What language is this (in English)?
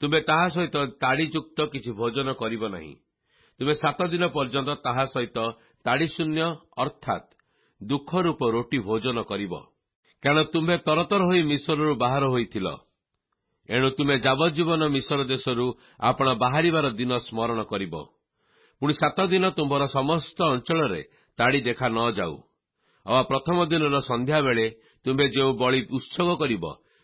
Odia